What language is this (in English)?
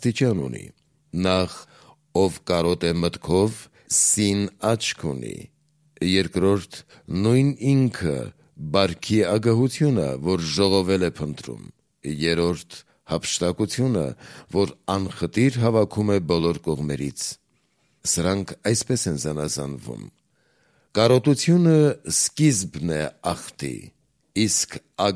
Armenian